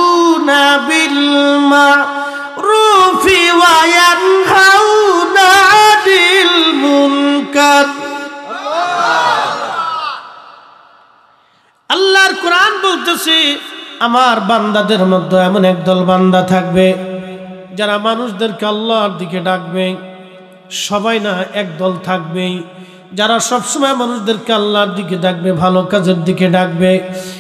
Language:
Bangla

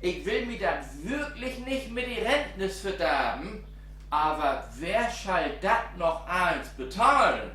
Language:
Low German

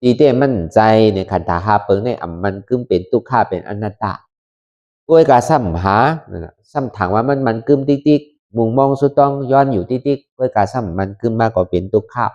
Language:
Shan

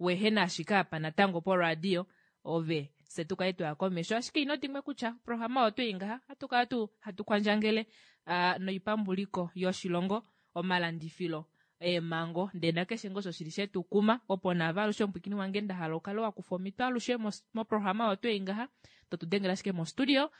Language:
Kuanyama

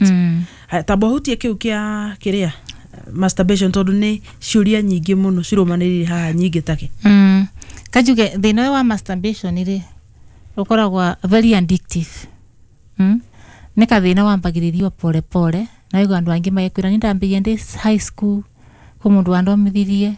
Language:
Kikuyu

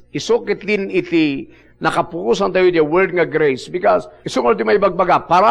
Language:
Iloko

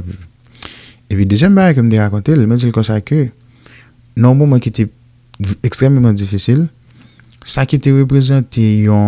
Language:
Haitian Creole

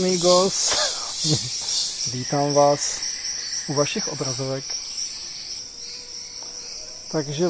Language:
Czech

